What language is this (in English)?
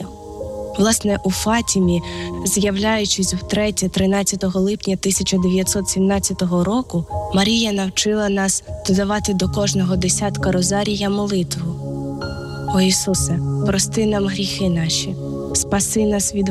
Ukrainian